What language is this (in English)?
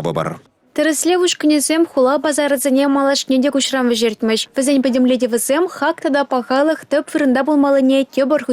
Chuvash